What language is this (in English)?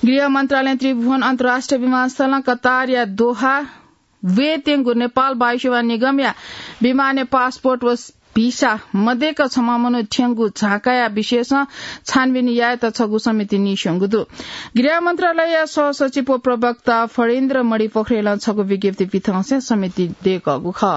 Newari